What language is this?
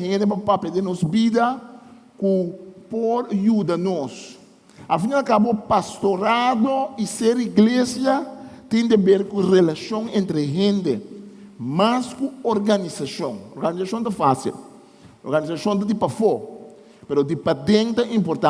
Papiamento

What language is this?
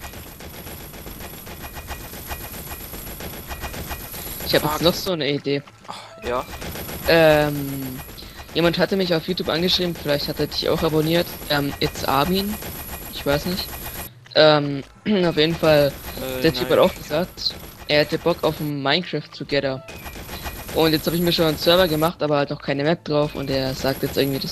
German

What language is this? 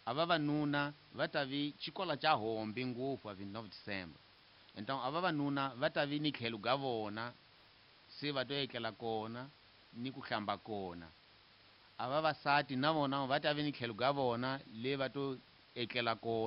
Tsonga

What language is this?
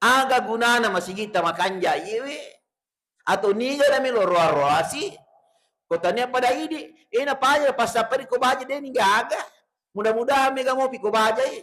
Buginese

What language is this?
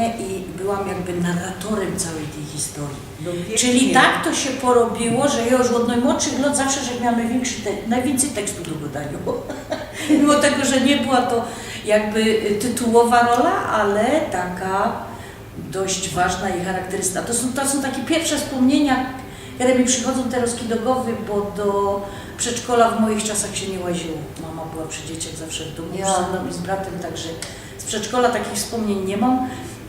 Silesian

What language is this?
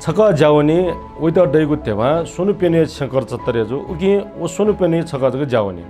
Newari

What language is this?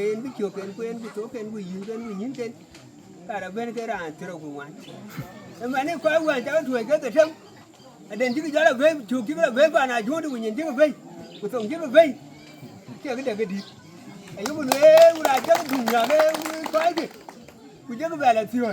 Dinka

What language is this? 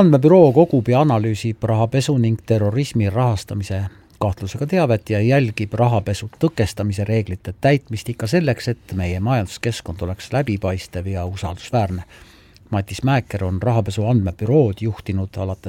Estonian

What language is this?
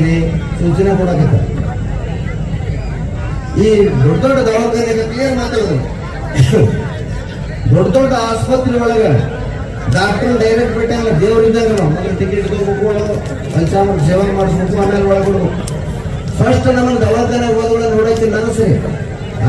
Kannada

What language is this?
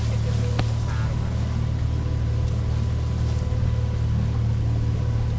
Hungarian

